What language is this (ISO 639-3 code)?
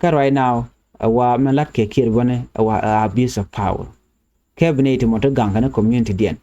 nus